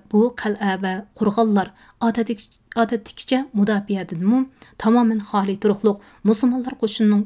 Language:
Uyghur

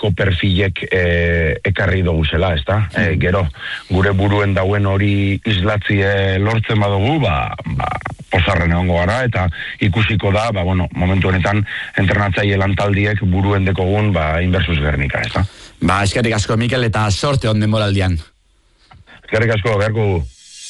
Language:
Basque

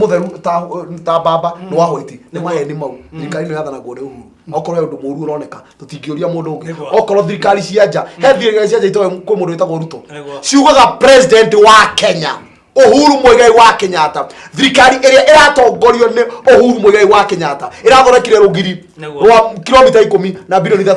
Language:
Kikuyu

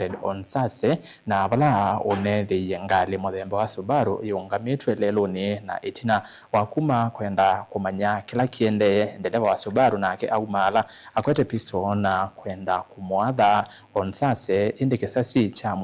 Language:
Kamba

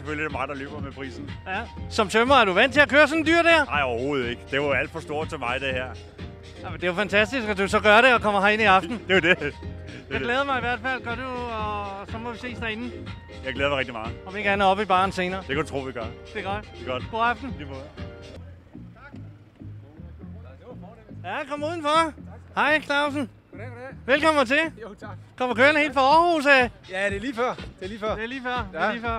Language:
Danish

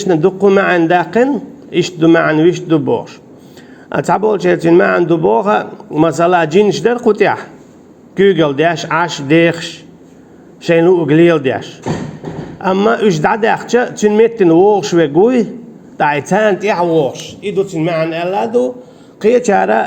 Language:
Chechen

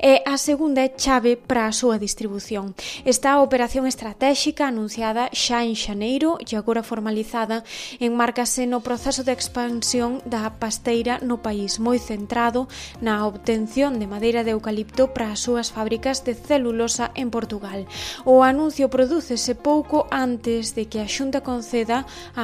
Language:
Galician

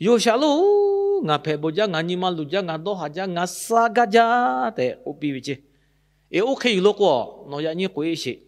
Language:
Lahu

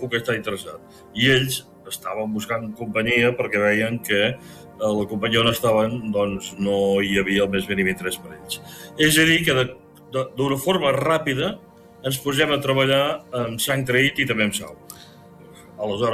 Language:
Catalan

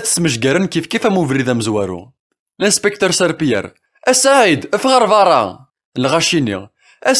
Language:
Kabyle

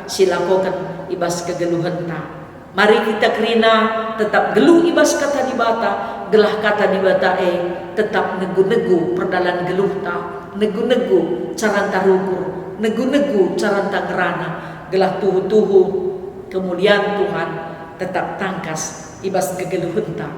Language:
Batak Karo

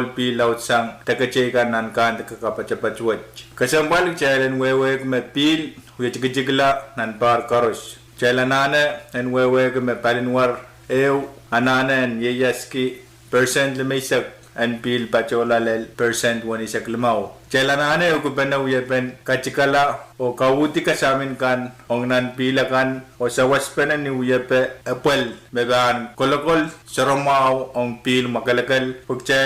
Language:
Pohnpeian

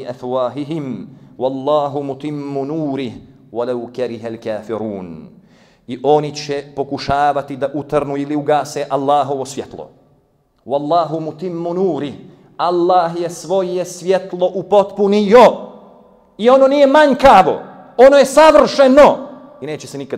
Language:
Bosnian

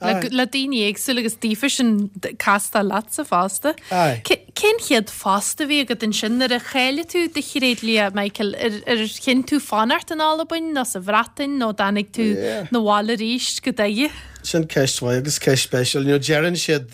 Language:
Irish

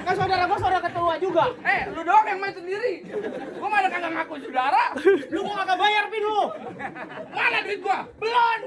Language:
Betawi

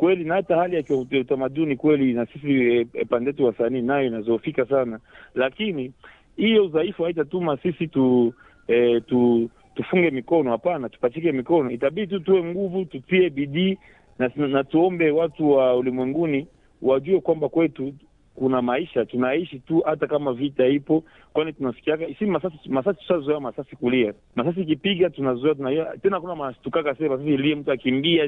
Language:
Swahili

